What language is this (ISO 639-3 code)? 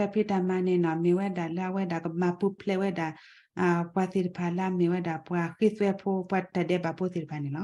ksw